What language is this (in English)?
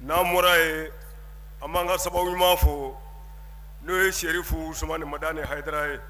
Bambara